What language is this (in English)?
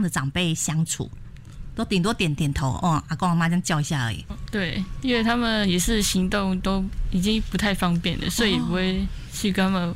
Chinese